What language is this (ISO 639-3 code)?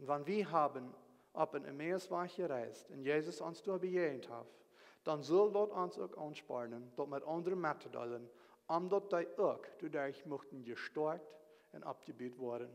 pdt